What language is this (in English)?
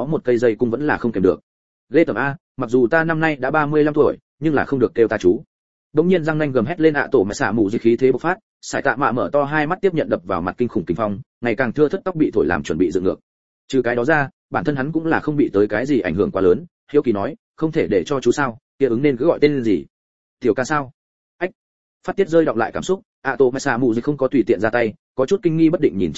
Vietnamese